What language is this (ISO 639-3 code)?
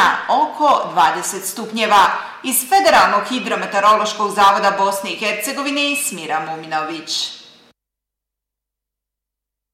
bos